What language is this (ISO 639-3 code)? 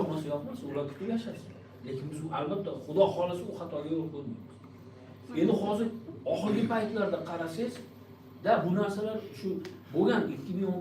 uzb